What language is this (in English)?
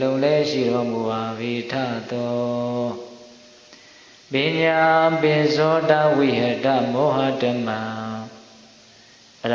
Burmese